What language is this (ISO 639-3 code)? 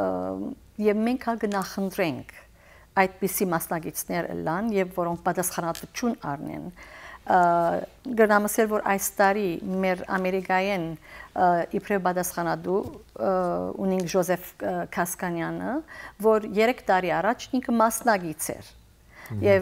hyw